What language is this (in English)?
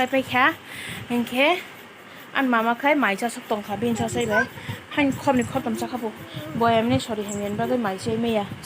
Kok Borok